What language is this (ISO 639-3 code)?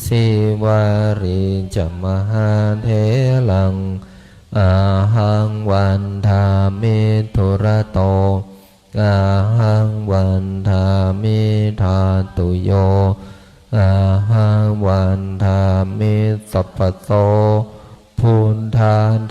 pli